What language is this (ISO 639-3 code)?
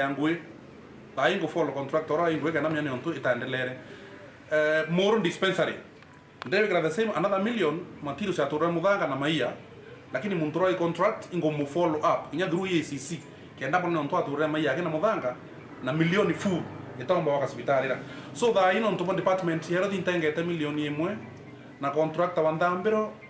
mer